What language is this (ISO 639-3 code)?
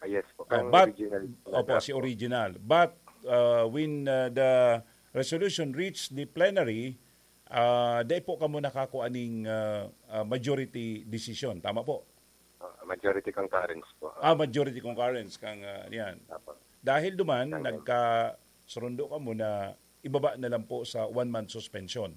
bik